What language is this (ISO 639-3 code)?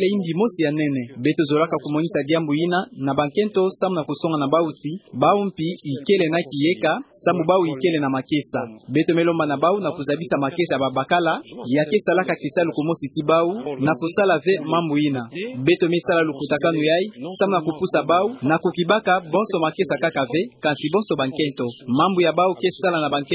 ktu